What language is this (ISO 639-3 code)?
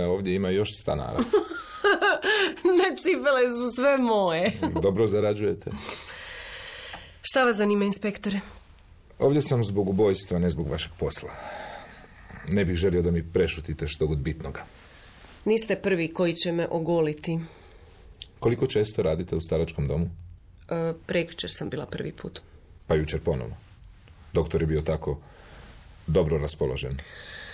hrv